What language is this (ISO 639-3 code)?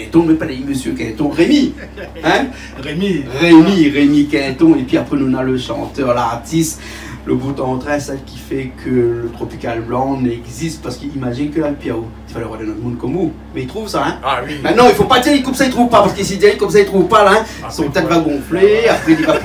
rcf